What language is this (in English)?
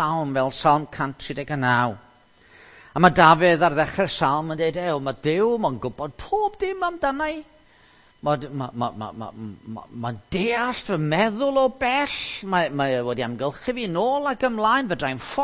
Welsh